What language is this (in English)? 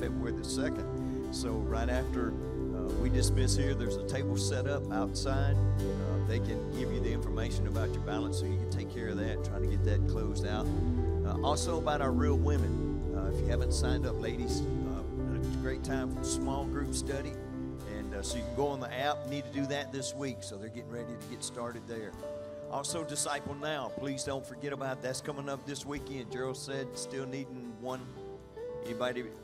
English